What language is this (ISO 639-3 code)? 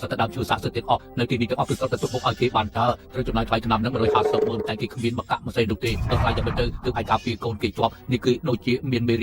khm